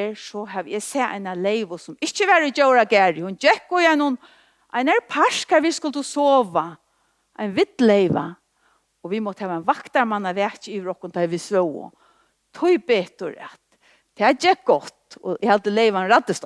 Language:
Faroese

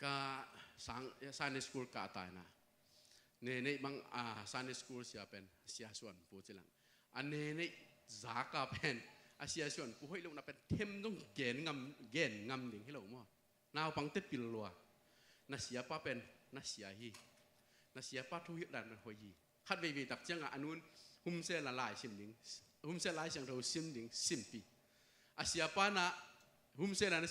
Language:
Tedim Chin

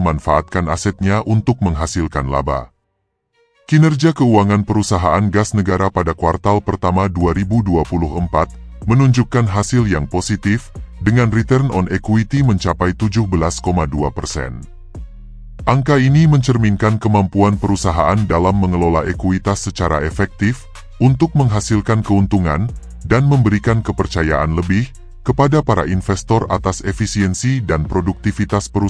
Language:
Indonesian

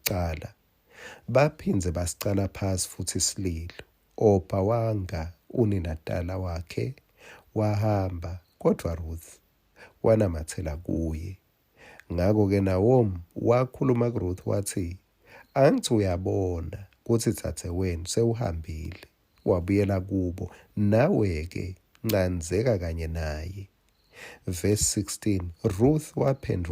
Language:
Swati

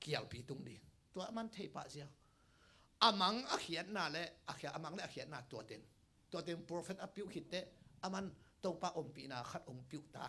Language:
Tedim Chin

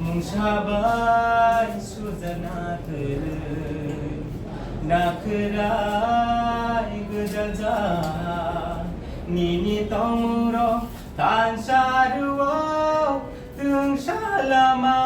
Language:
Kok Borok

